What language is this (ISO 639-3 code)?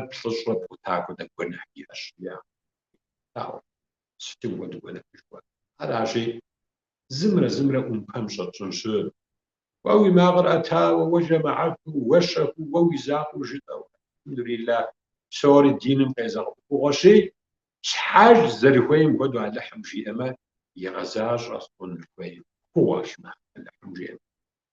kbd